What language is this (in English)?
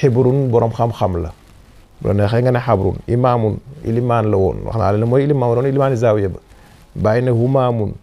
Wolof